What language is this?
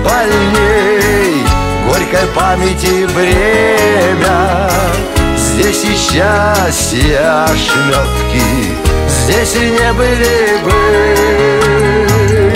Russian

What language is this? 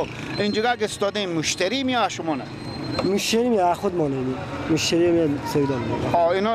Persian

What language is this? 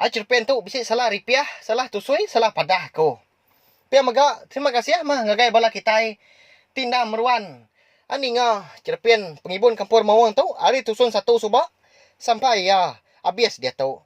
Iban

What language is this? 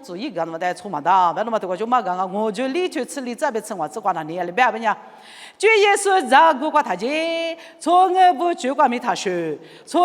Lisu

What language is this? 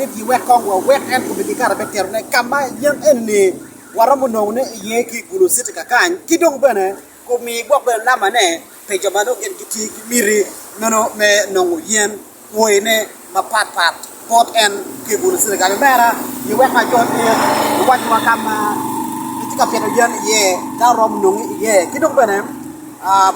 Acoli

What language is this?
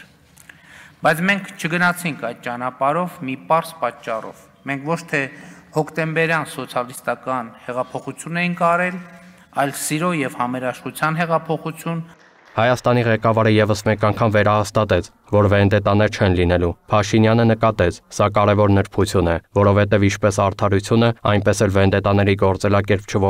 Armenian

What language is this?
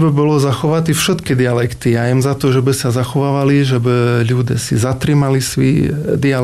Slovak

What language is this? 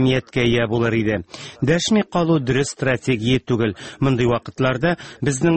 Tatar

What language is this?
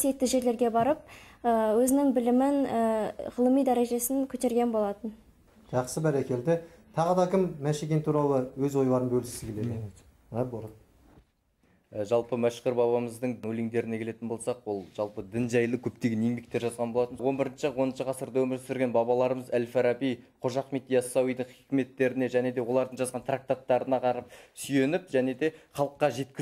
Kazakh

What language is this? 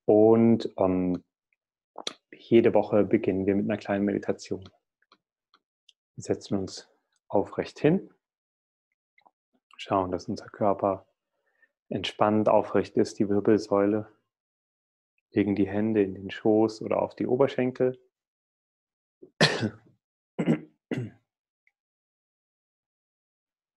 German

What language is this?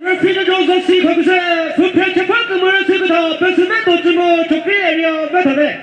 Chokri Naga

